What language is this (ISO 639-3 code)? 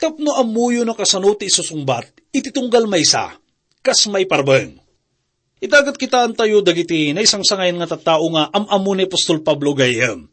ilo